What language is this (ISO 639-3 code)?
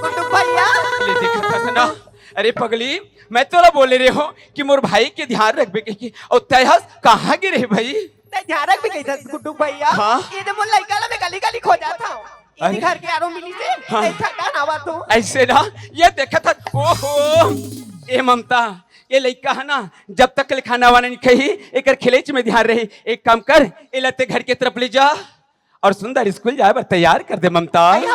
hne